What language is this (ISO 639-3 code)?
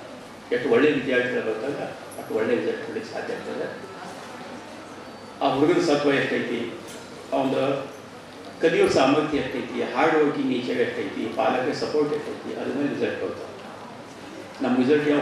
kan